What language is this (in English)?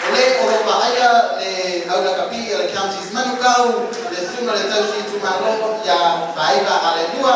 Samoan